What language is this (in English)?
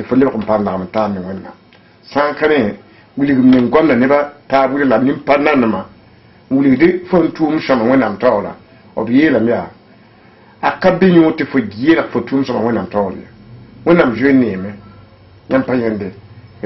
Mossi